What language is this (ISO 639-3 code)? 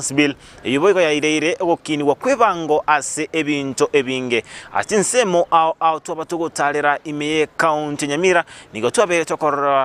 guz